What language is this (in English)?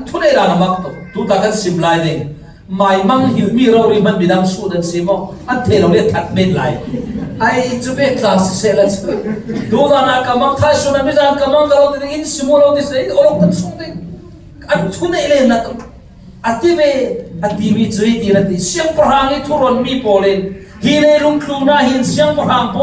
Falam Chin